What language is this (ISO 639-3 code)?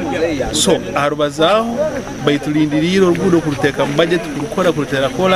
nyn